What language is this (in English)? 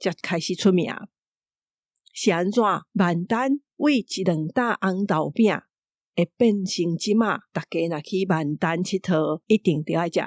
Min Nan Chinese